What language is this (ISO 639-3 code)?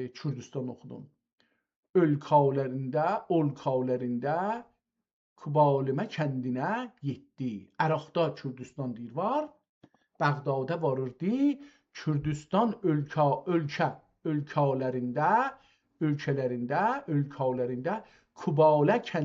azb